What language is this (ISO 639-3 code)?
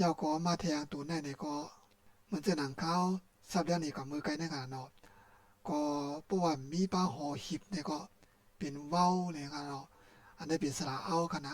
shn